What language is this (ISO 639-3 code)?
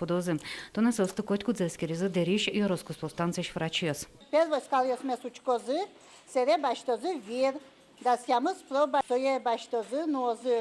udm